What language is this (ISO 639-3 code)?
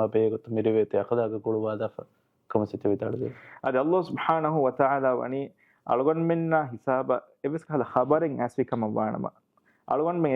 div